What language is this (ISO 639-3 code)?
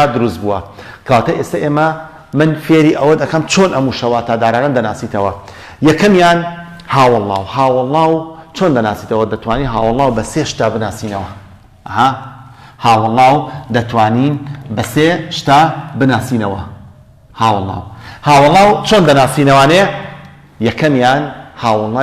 ckb